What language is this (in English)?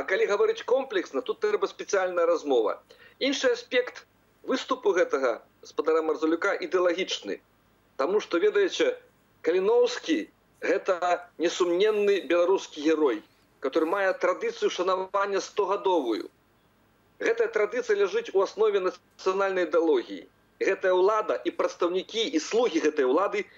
Belarusian